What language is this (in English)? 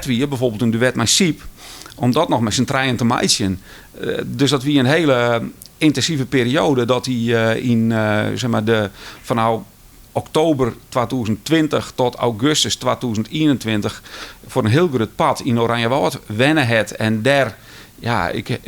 Western Frisian